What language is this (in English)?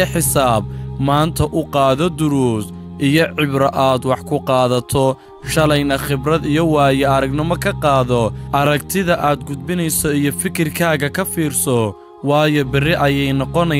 Somali